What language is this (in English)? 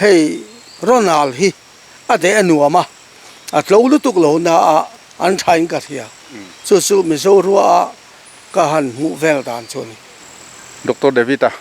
Mizo